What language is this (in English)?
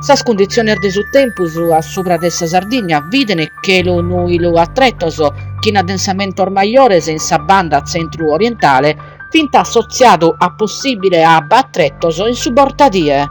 Sardinian